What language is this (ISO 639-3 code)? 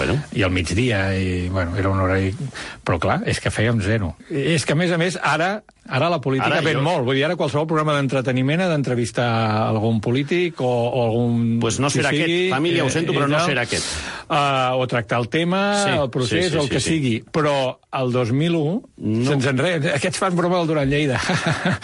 cat